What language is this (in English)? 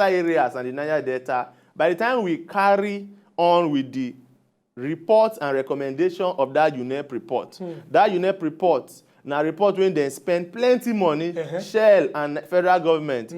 Nigerian Pidgin